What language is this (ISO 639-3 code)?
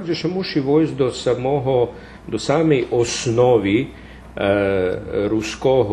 rue